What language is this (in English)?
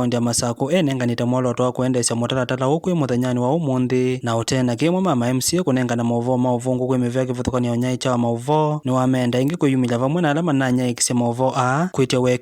Kamba